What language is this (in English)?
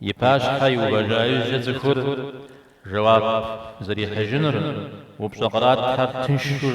Kabardian